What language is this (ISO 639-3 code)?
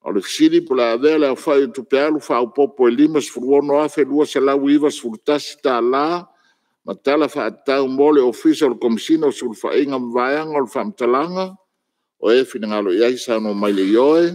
smo